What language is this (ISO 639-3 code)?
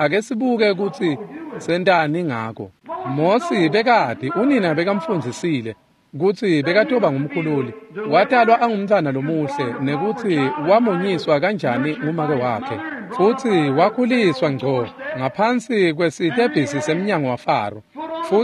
ssw